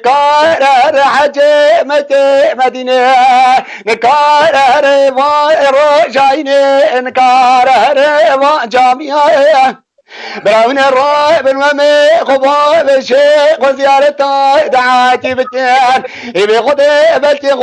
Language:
Kurdish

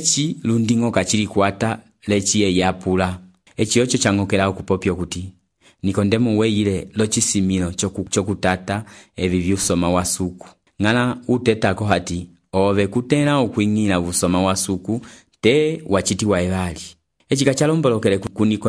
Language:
Umbundu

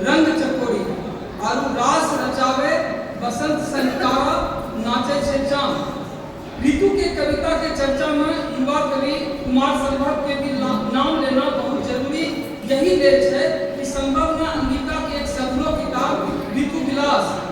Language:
Angika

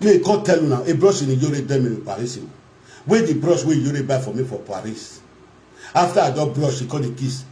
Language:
Nigerian Pidgin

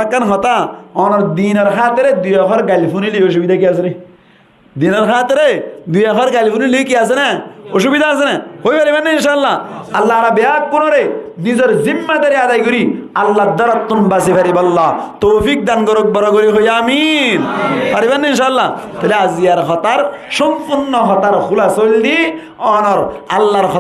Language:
Rohingya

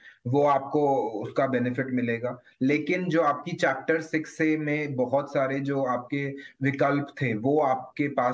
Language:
Hindi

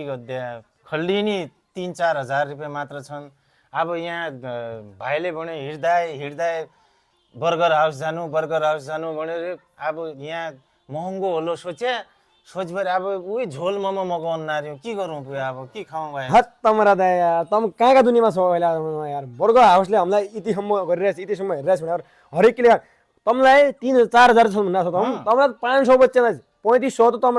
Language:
Nepali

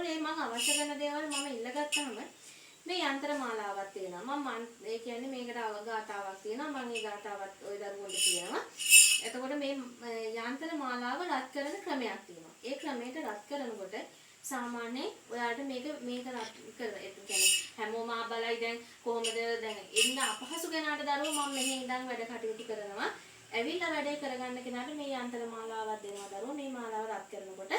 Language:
Sinhala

